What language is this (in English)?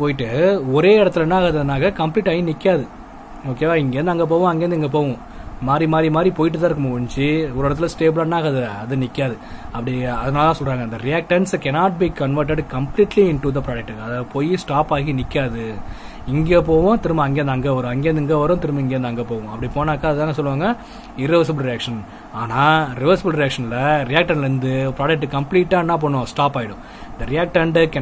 Tamil